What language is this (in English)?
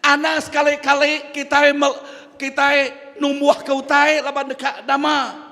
Iban